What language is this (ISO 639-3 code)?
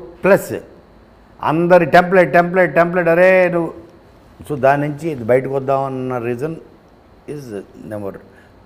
tel